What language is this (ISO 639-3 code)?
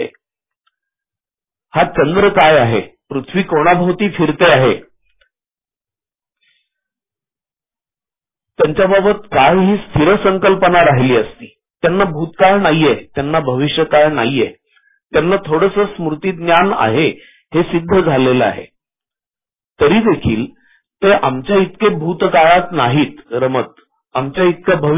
mar